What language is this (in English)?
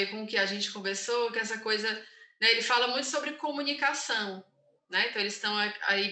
Portuguese